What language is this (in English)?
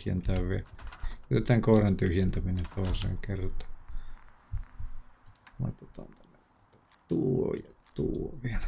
Finnish